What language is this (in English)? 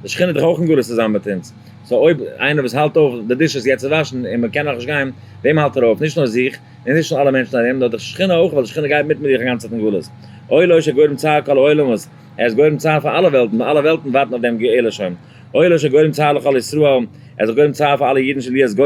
Yiddish